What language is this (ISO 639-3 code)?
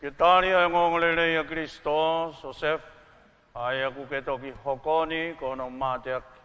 ton